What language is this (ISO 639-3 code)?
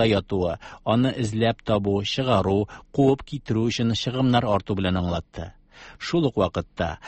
tat